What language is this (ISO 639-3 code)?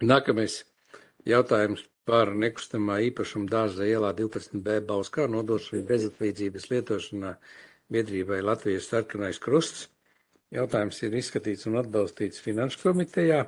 lav